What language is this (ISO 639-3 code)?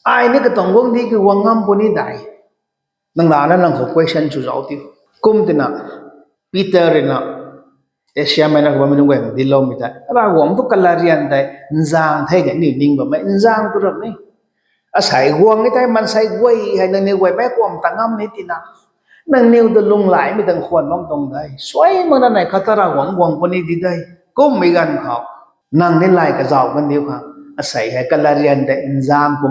nbu